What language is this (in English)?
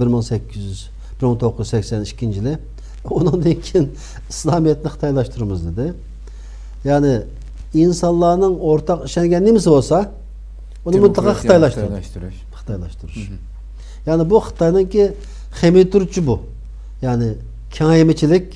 Uyghur